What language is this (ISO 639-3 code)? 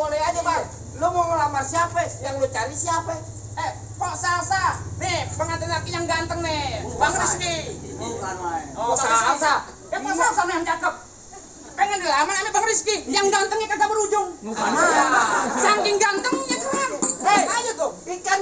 bew